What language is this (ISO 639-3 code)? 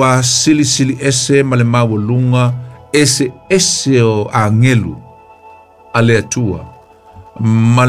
smo